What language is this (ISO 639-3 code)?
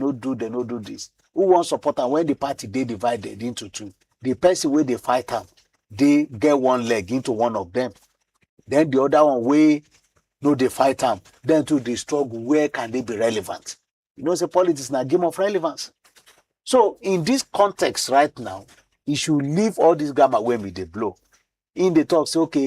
pcm